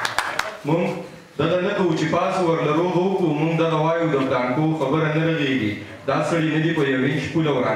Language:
Pashto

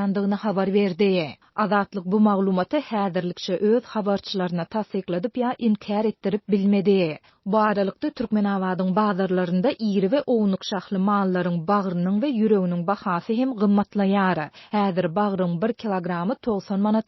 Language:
Turkmen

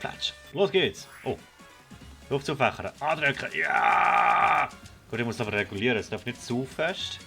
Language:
Swiss German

